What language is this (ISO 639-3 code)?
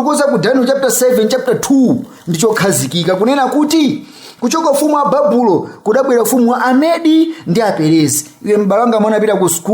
nya